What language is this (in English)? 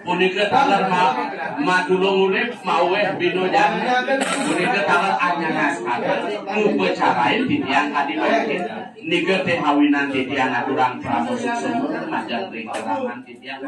Balinese